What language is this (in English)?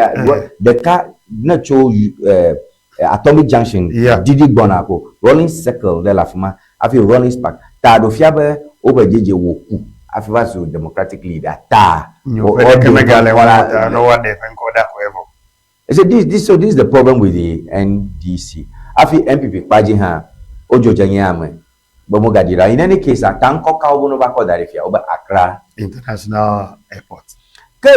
Ewe